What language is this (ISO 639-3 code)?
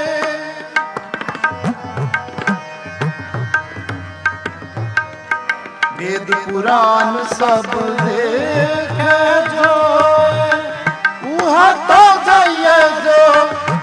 pan